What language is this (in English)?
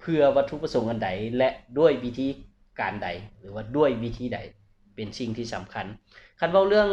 Lao